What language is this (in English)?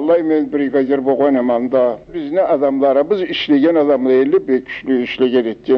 Karachay-Balkar